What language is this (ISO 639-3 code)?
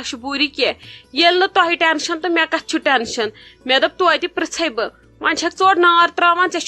kas